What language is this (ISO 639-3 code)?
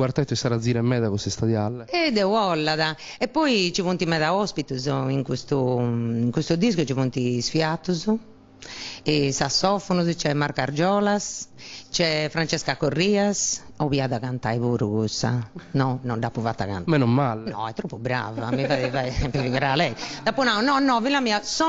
srd